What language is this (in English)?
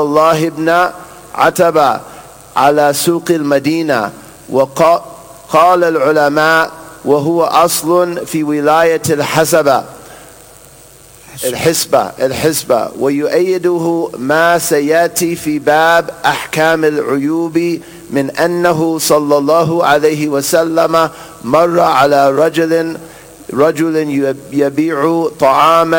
Arabic